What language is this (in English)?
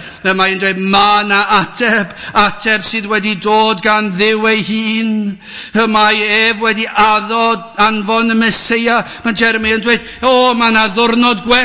Welsh